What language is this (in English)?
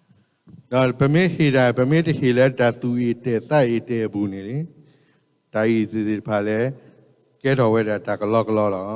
S'gaw Karen